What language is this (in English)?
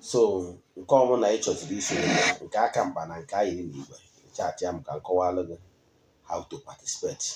Igbo